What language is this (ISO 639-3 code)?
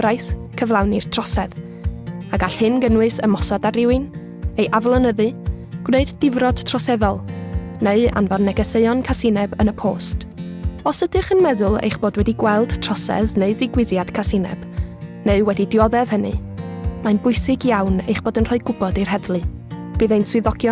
cym